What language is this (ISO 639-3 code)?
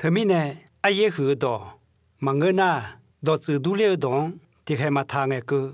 ahk